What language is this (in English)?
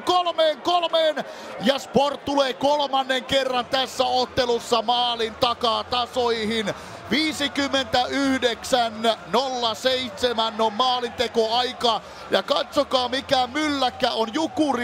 Finnish